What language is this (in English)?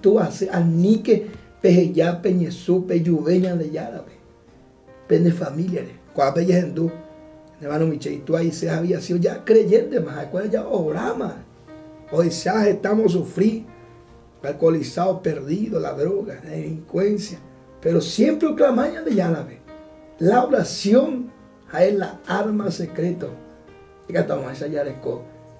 Guarani